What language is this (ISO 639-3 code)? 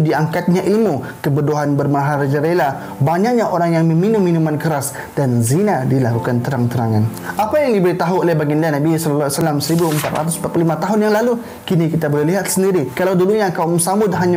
msa